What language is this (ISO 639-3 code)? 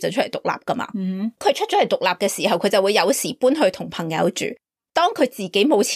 yue